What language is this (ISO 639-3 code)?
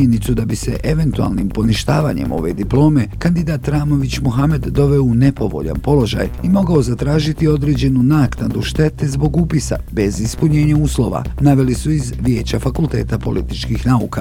bos